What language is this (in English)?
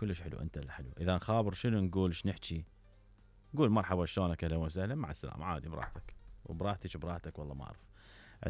Mesopotamian Arabic